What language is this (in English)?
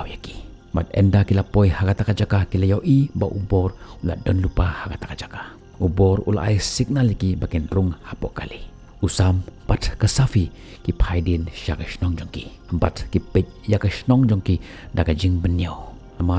Khasi